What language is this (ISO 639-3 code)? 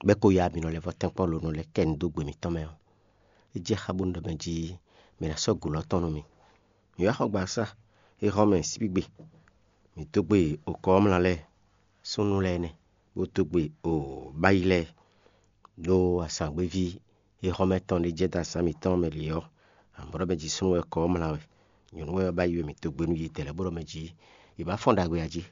fon